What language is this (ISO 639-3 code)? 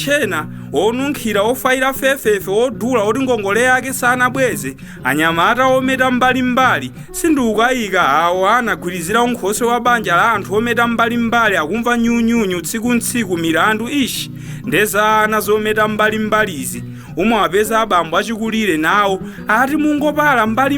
nya